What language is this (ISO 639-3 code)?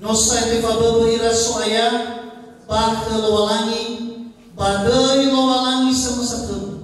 nia